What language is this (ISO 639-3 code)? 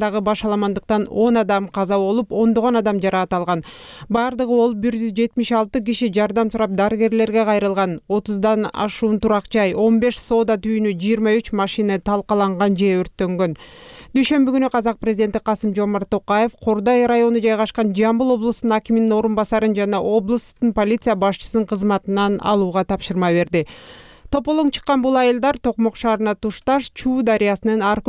kir